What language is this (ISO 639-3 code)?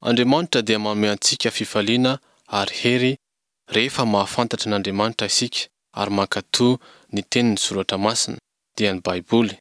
mlg